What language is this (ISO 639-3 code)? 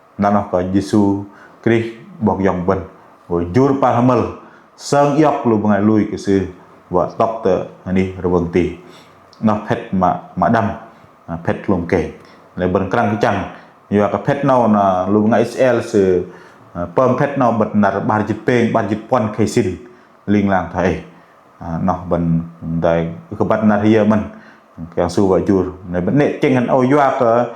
bdq